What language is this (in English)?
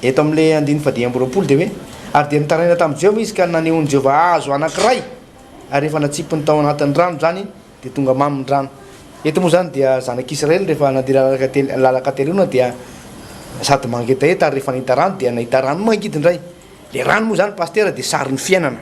Malagasy